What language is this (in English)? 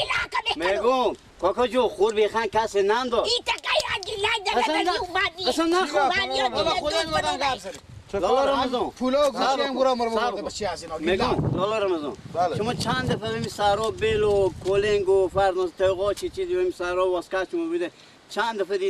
Persian